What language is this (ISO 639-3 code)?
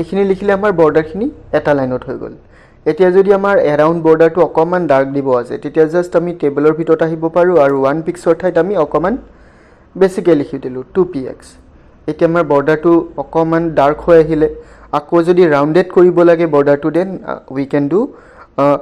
asm